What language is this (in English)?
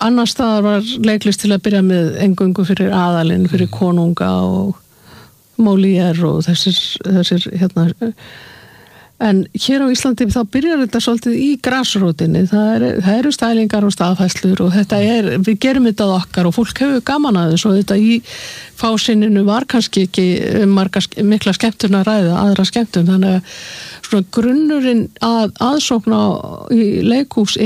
Icelandic